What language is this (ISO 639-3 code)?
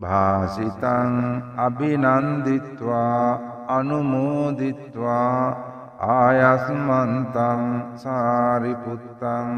sin